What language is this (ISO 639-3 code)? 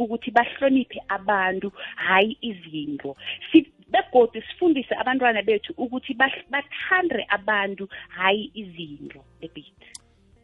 nbl